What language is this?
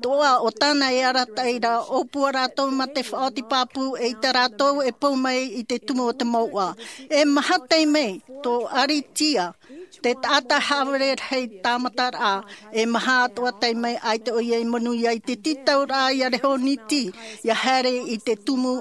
Tahitian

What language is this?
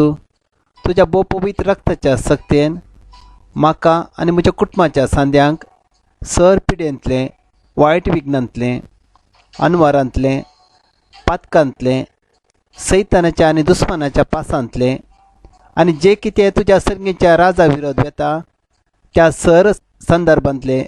Konkani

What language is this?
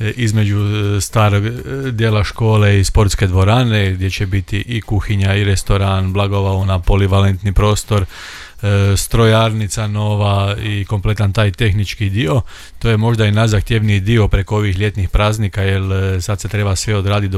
Croatian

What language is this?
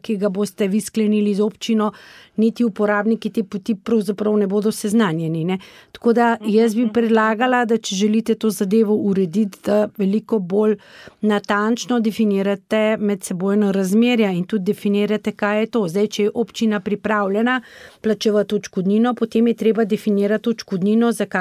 Slovenian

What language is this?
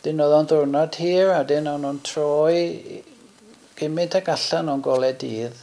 Welsh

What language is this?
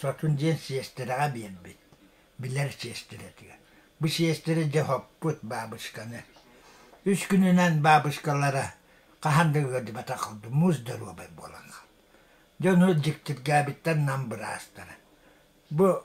Yakut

